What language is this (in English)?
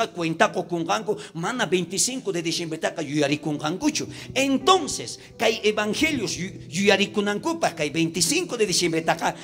South Bolivian Quechua